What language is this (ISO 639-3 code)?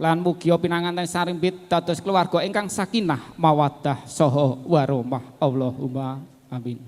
jav